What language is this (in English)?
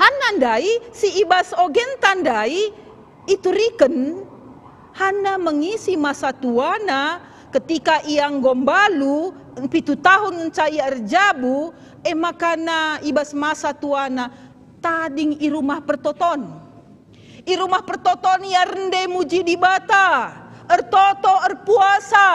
Batak Karo